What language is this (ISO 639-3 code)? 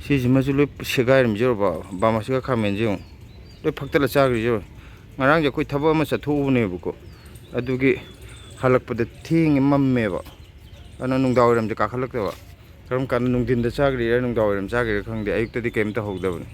mni